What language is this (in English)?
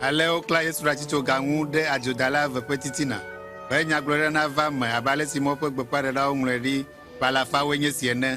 Ewe